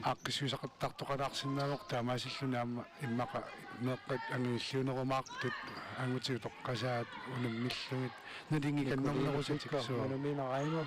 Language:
Kalaallisut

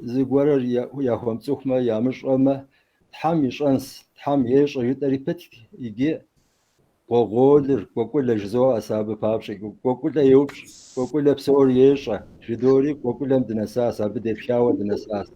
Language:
Kabardian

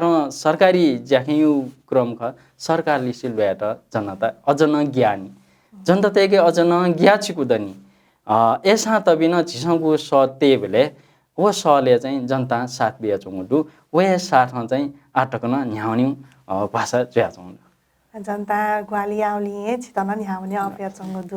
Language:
Newari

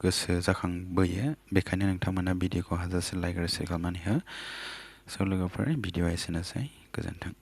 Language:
Bodo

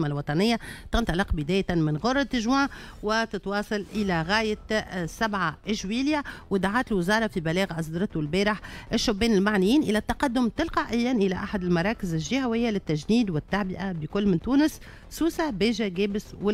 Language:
Tunisian Arabic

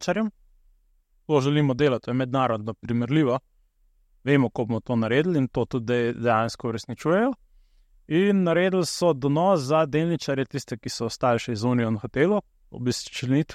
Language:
Slovenian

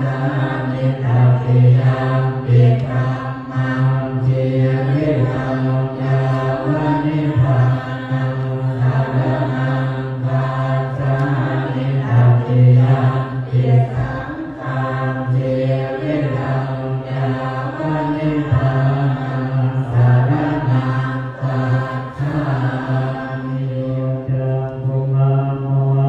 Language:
Pali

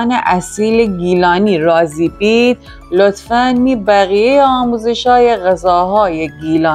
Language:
Gilaki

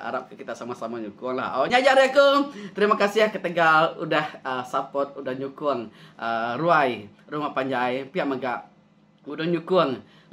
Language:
Iban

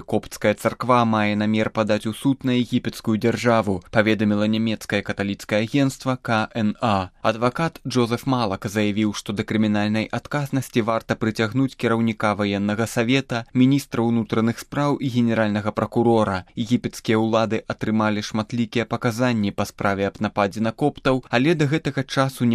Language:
Belarusian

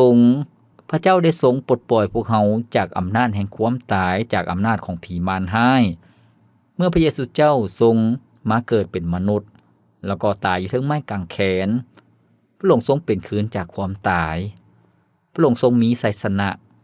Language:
Lao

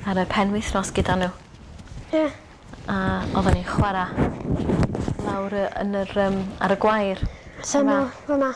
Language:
Welsh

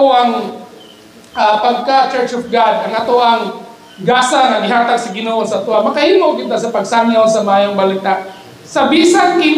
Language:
Cebuano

